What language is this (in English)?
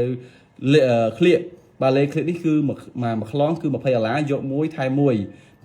Khmer